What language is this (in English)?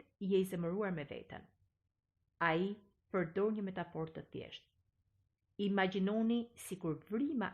Albanian